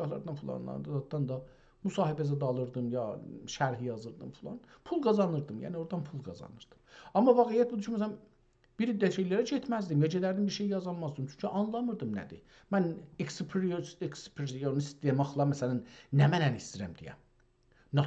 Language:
South Azerbaijani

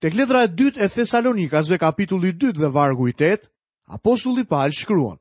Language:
Albanian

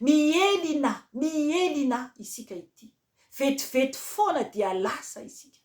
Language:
Malagasy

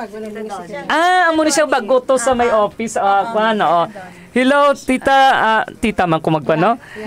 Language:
Hiligaynon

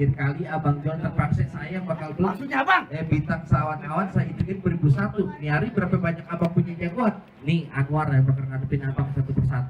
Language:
Betawi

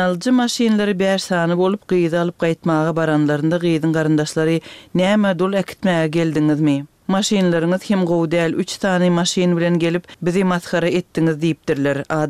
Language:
Turkmen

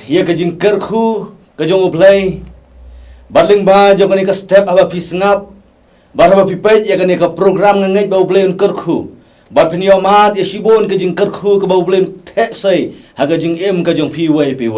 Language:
Khasi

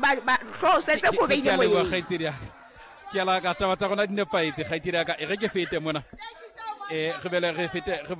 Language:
Southern Sotho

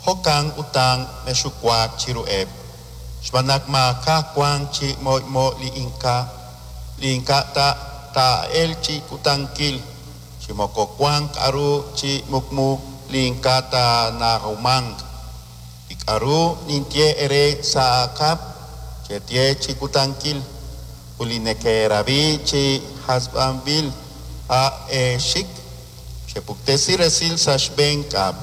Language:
Kekchí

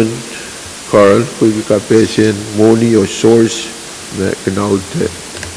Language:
Pohnpeian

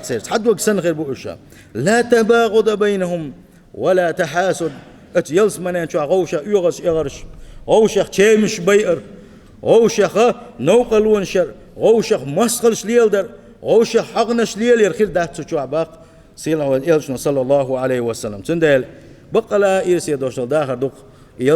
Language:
Chechen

